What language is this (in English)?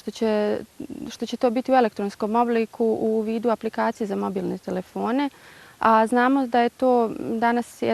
Bosnian